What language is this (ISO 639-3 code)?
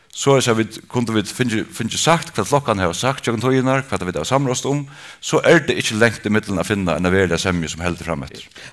fao